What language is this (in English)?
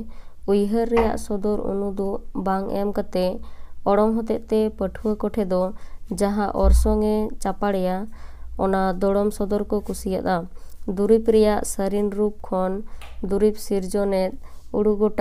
Santali